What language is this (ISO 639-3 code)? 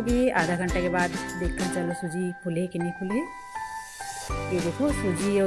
hne